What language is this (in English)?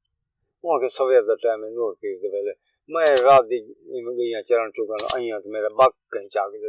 Saraiki